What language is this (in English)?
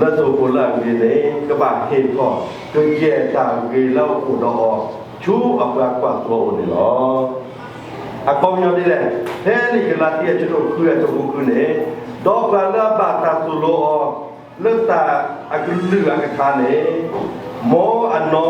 S'gaw Karen